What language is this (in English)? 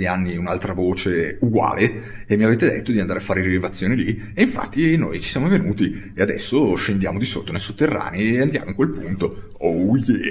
Italian